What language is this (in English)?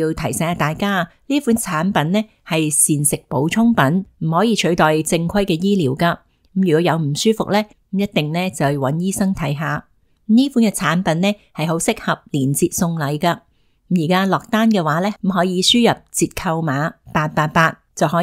Cantonese